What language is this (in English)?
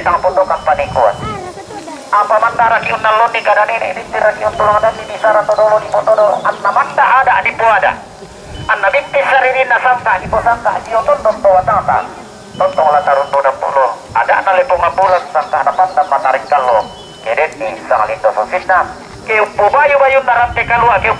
Toraja-Sa'dan